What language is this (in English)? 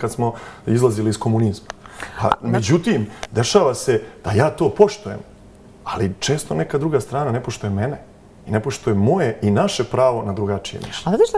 Serbian